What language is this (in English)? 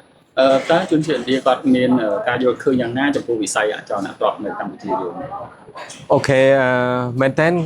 Khmer